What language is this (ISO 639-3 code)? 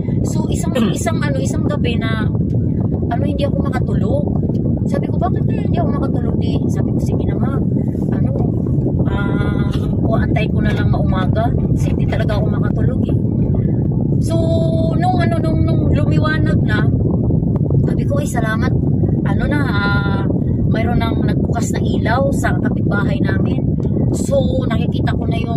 fil